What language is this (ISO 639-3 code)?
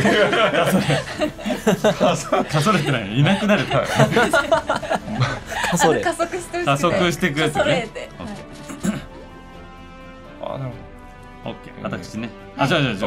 jpn